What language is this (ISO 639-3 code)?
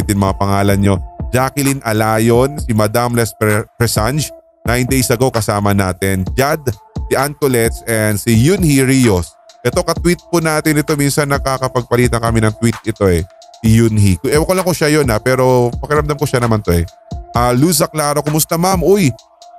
fil